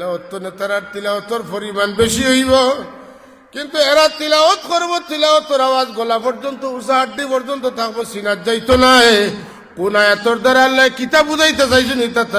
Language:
Sylheti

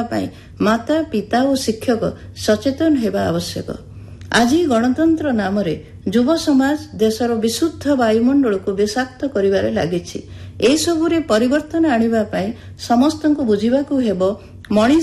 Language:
Odia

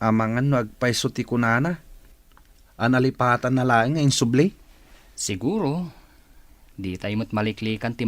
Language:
Iloko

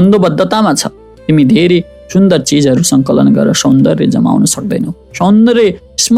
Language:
Nepali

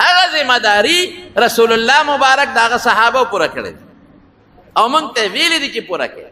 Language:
Pashto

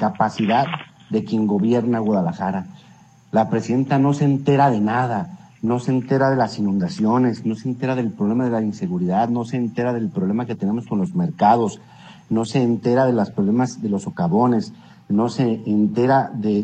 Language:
Spanish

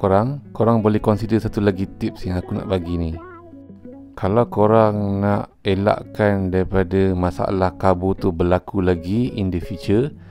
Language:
Malay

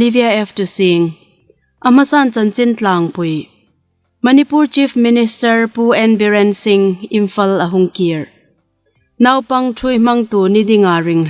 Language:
Hmar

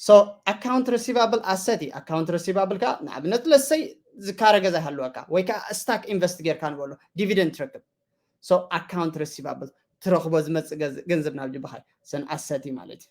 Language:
Tigrinya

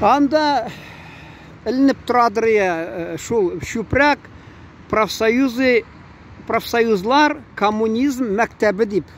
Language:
Tatar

